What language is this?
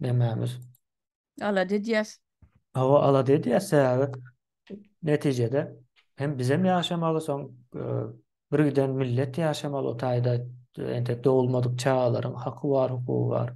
Turkmen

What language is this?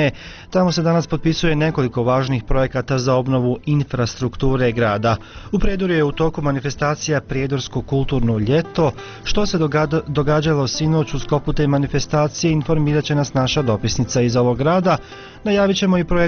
Bosnian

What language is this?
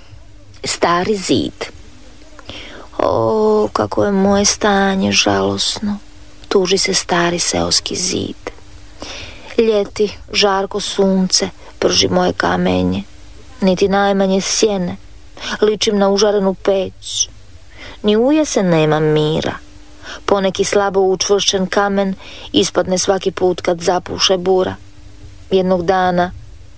Croatian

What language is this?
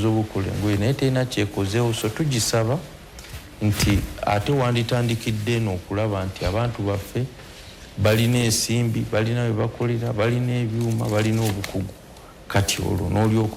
Ganda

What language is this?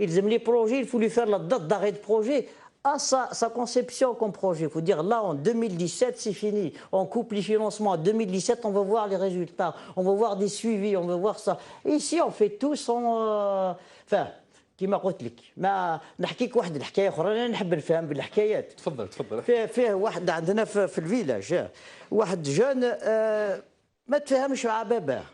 Kabyle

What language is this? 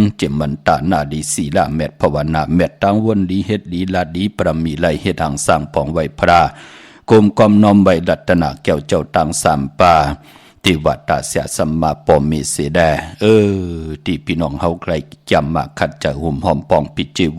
Shan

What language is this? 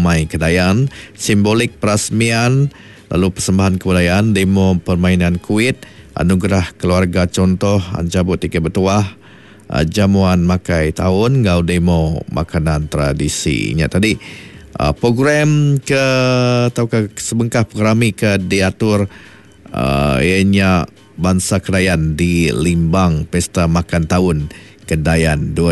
Iban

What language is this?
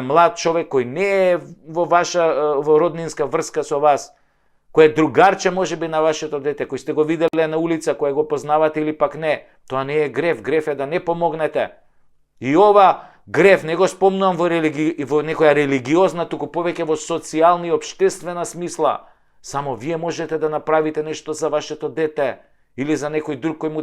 Macedonian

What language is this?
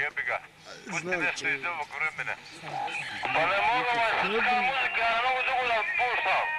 Bosnian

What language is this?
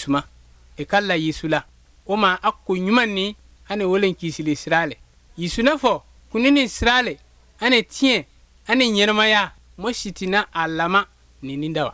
Bambara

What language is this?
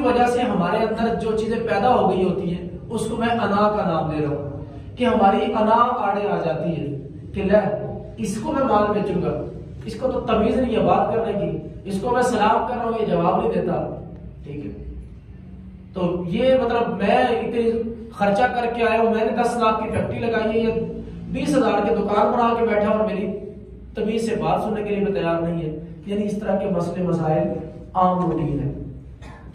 Urdu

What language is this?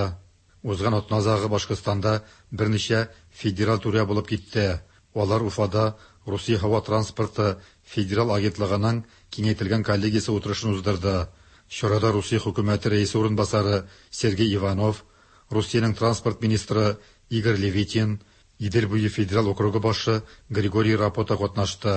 Tatar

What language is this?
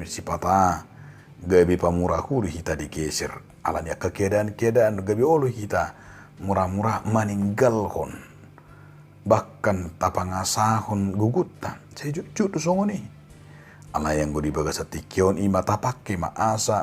Batak Toba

